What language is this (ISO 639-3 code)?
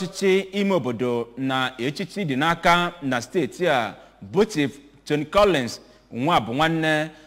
ibo